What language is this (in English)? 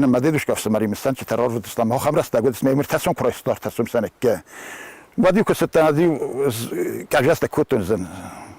Ossetic